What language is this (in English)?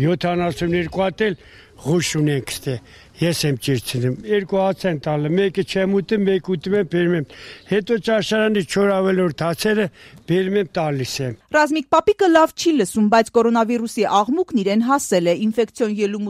Armenian